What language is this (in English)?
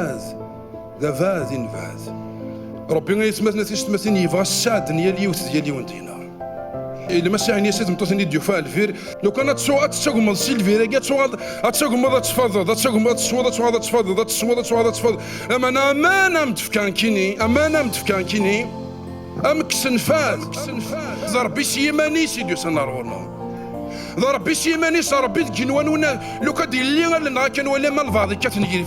Kabyle